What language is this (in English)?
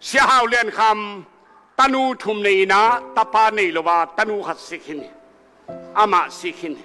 Tedim Chin